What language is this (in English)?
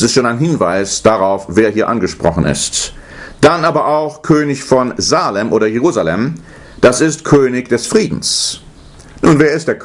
German